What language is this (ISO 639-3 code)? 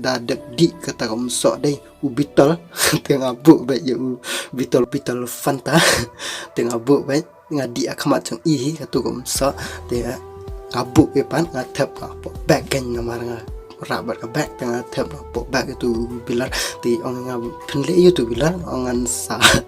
kha